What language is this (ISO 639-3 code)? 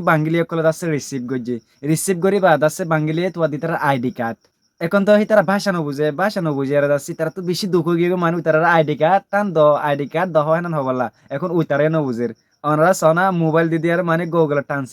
rhg